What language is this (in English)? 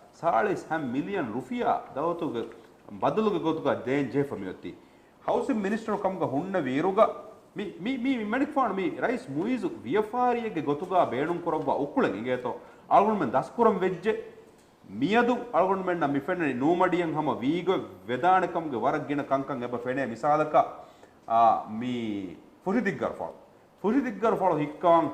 Divehi